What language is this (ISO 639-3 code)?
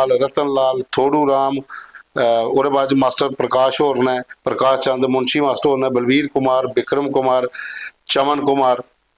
doi